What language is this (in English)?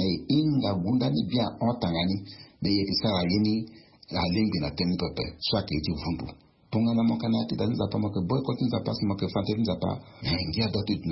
Sango